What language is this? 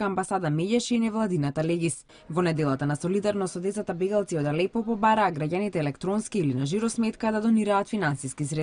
Macedonian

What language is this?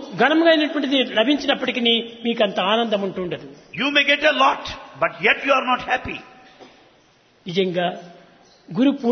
Telugu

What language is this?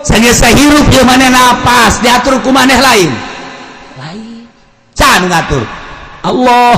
Sundanese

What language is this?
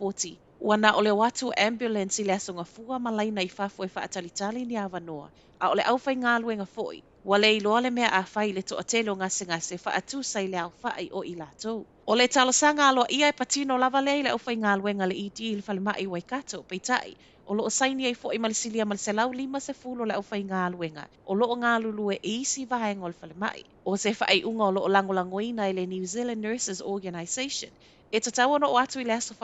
Samoan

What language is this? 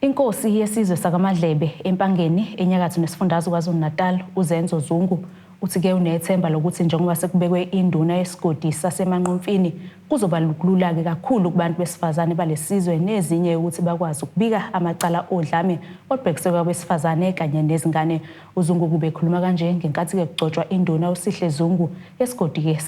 Zulu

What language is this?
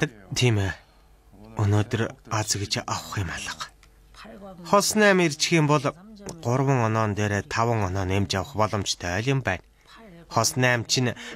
Mongolian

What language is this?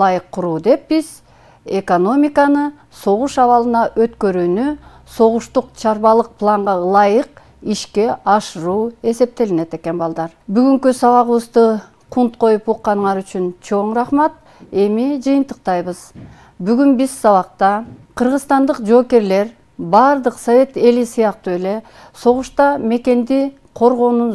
Kyrgyz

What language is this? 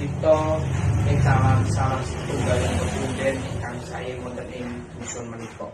Javanese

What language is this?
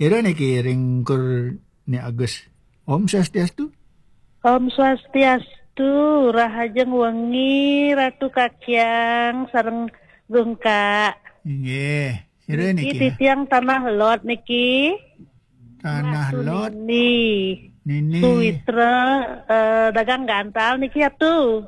Balinese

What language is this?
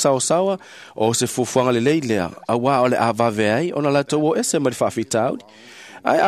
Samoan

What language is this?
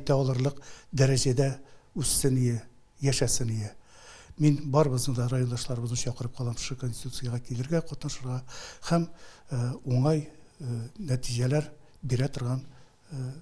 Tatar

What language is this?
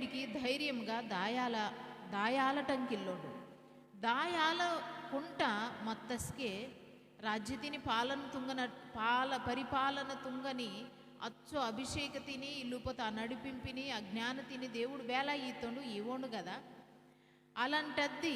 Koya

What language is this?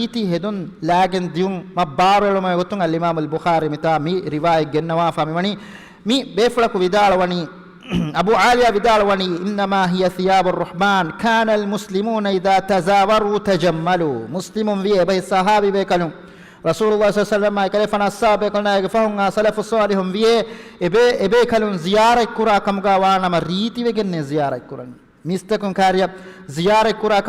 Divehi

